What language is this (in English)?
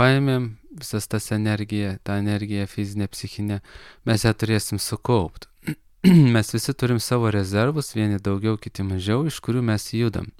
Lithuanian